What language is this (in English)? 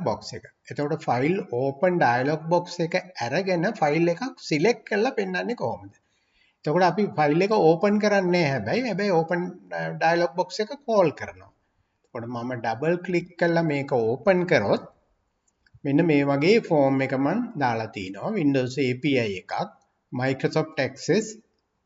Sinhala